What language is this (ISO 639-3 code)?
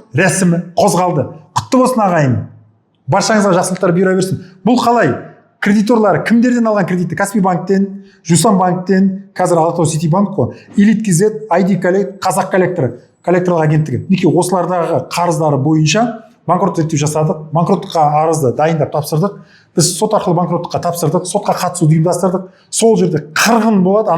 kaz